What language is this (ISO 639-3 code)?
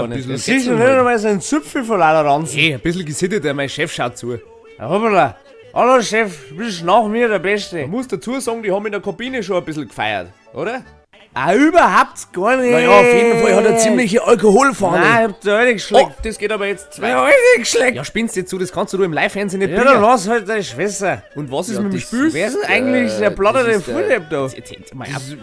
bar